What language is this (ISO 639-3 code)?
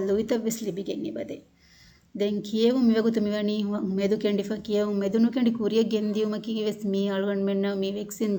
div